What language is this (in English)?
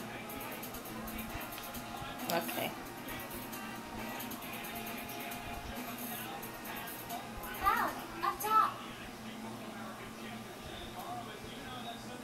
English